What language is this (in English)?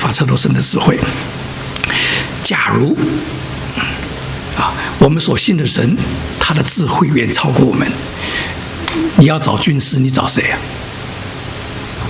Chinese